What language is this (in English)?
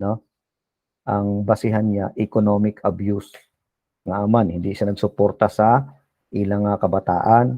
Hiligaynon